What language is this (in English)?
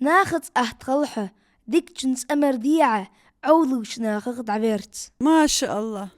Ingush